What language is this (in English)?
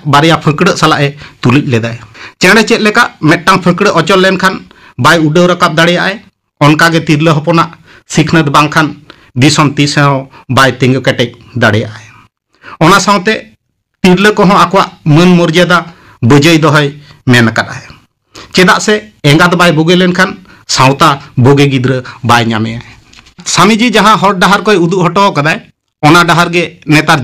Santali